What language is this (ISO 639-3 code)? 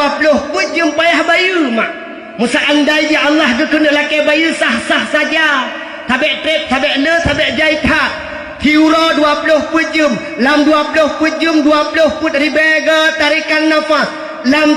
ace